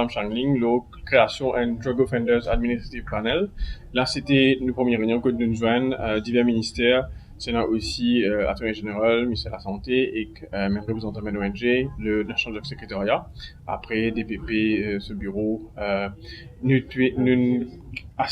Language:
Morisyen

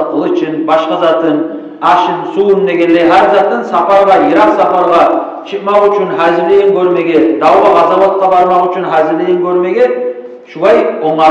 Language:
Kumyk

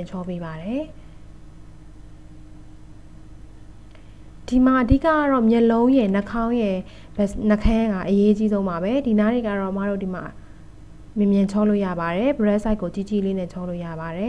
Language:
Burmese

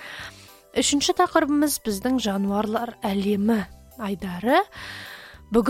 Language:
Kazakh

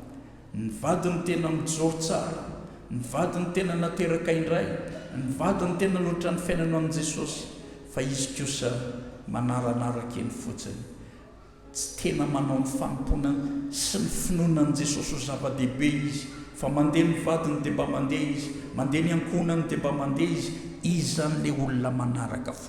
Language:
Malagasy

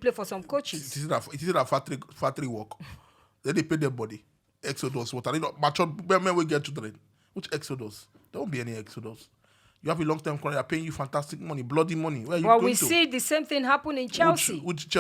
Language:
Nigerian Pidgin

